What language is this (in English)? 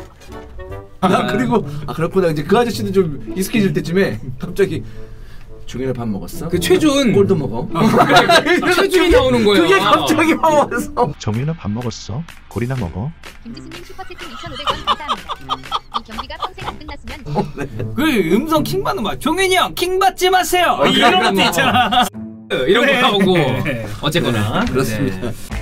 Korean